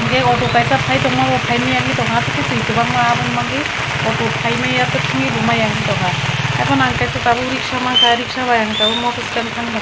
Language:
Kok Borok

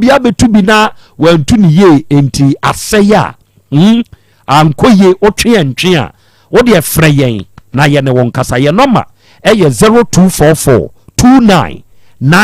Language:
Akan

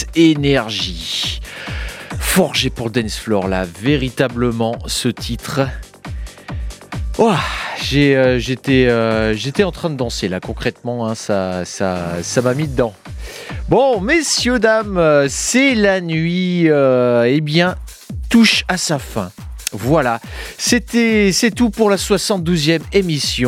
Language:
French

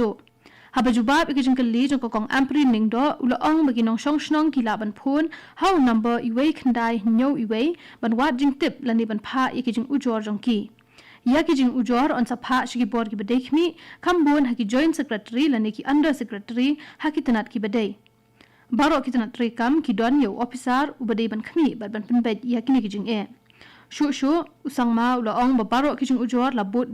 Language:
Khasi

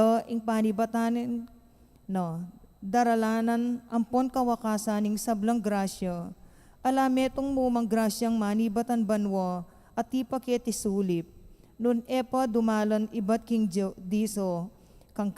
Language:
Pampanga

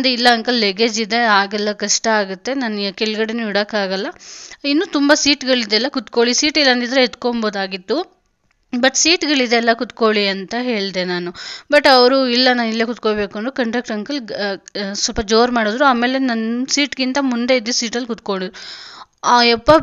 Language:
Kannada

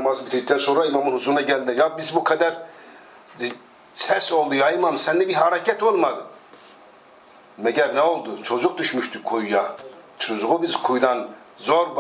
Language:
Turkish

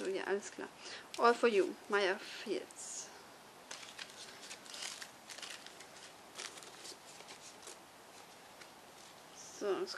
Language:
German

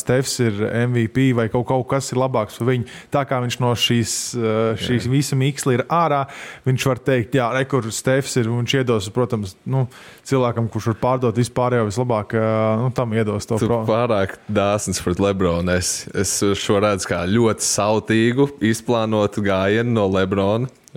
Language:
Latvian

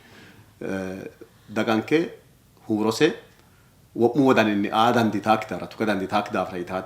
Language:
Sidamo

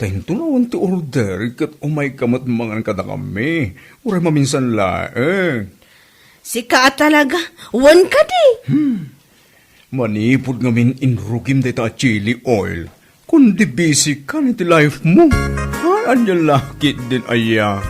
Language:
Iloko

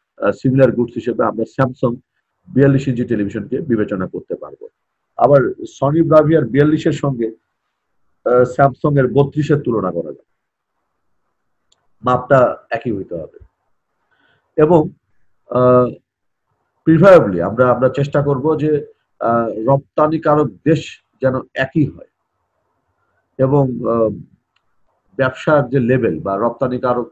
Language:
Bangla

